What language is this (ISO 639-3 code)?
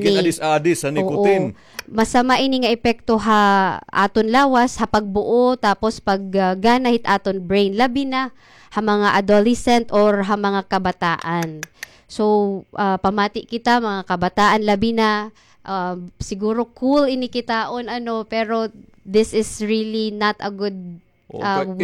war